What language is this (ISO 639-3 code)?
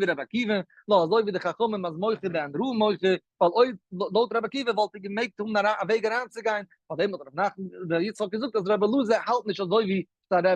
yid